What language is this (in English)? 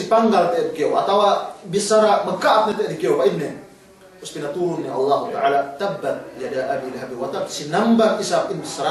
Yakan